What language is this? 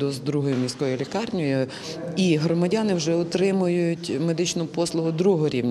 Ukrainian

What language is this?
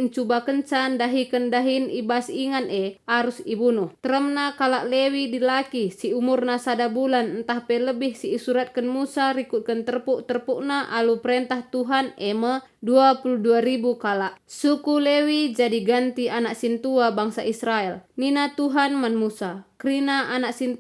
Batak Karo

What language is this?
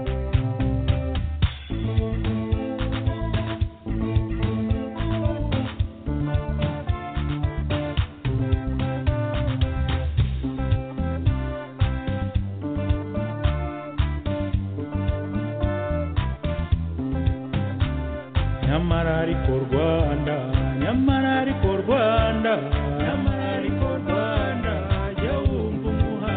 Kinyarwanda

